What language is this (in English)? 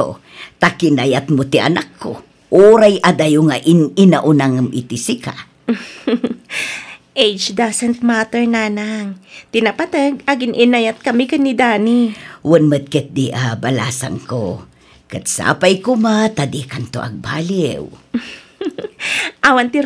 Iloko